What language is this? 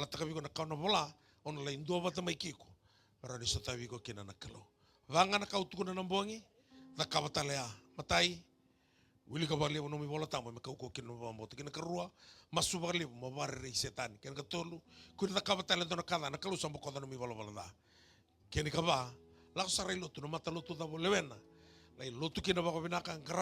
Fijian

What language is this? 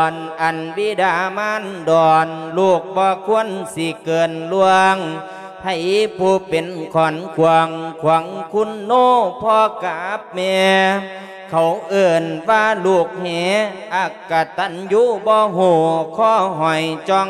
Lao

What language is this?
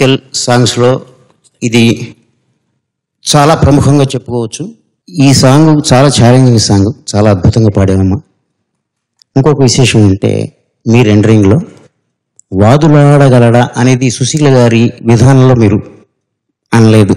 Telugu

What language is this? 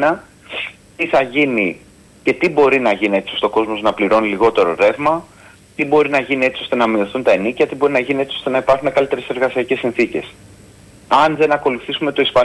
Greek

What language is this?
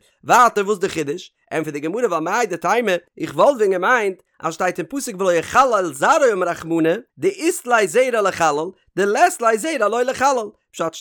Yiddish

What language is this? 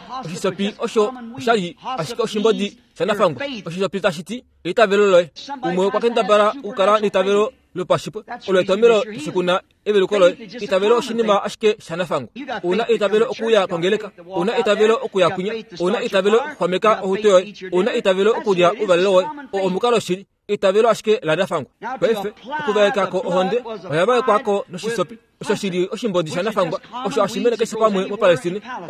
Kuanyama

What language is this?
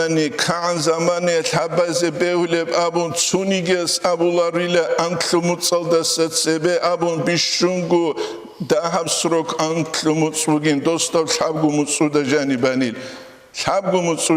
Avaric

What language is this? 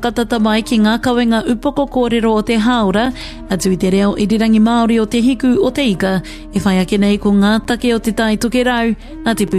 Māori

